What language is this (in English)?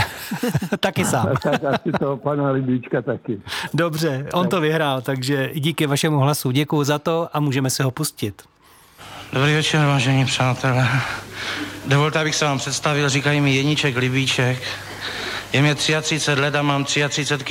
Czech